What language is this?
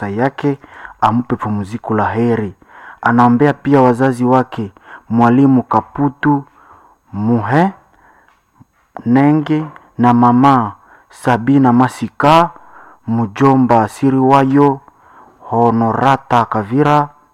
Swahili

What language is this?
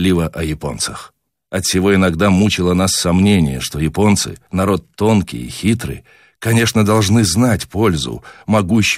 Russian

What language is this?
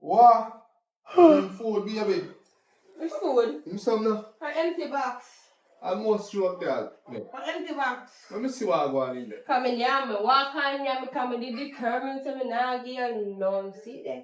Jamaican Creole English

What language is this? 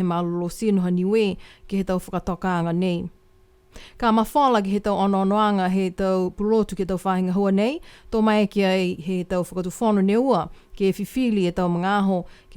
Niuean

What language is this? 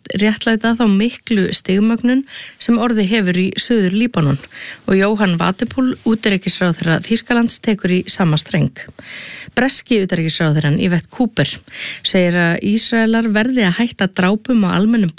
Icelandic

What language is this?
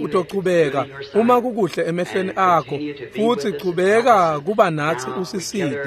Swati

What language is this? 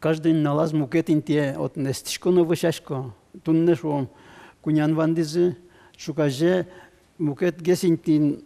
Udmurt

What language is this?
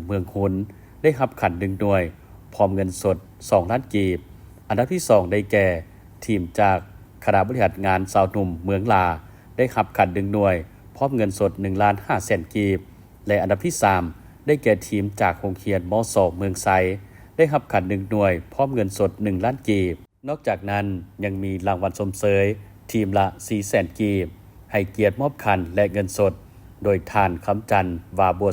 Lao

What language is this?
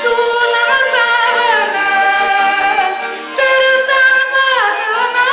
Chuvash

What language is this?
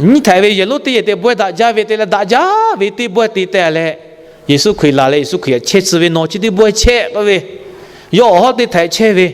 Lahu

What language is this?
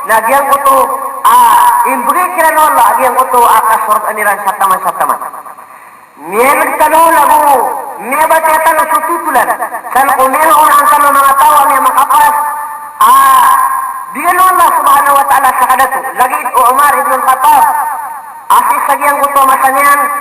Maranao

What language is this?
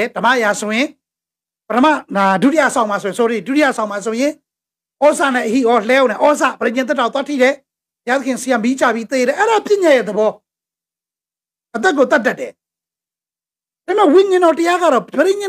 Burmese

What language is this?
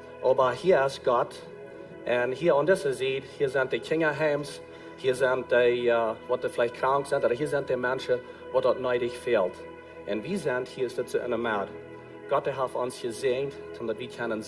Plautdietsch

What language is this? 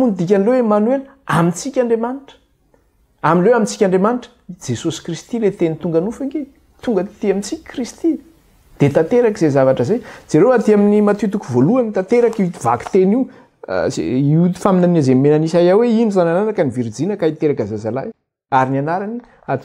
Malagasy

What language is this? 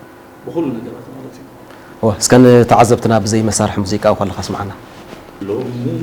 Tigrinya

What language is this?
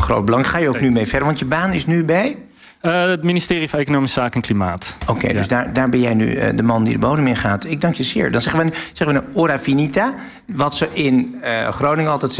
Dutch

